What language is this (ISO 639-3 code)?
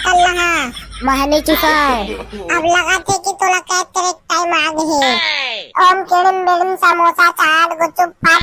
hne